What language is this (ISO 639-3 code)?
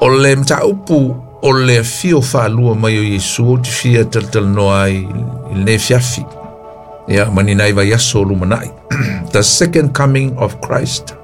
smo